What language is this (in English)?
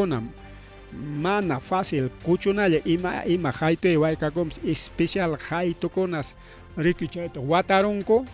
Ayacucho Quechua